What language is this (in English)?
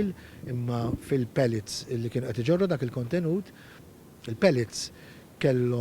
Maltese